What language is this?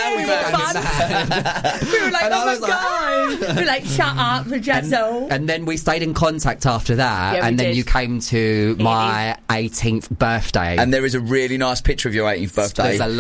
English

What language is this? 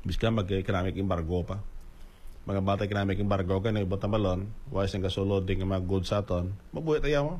Hiligaynon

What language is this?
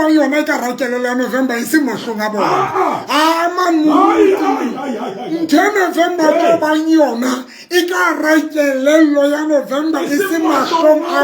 Southern Sotho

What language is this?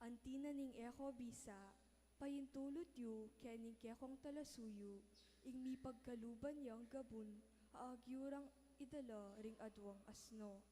Pampanga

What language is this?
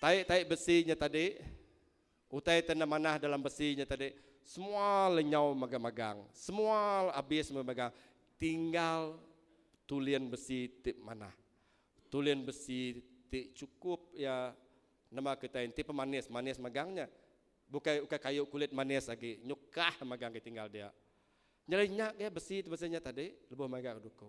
Iban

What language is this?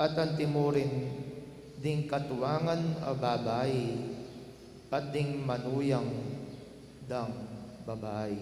Pampanga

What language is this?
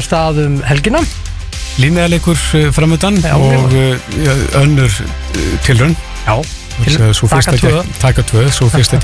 Icelandic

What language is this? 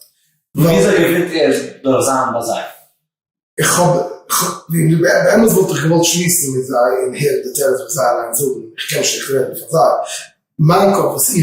Yiddish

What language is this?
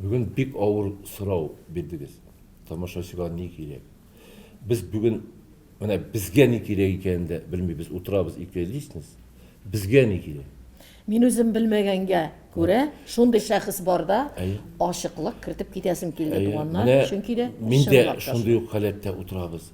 Tatar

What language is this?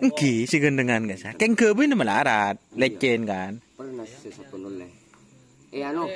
Madurese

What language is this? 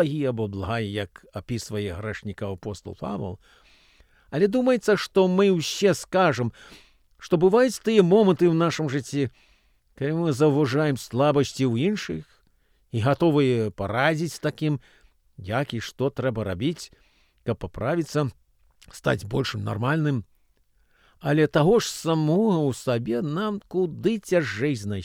Belarusian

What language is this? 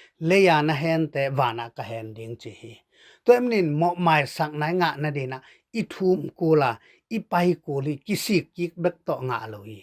Tedim Chin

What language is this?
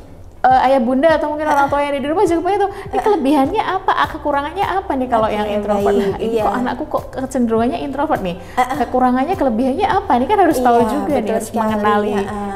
Indonesian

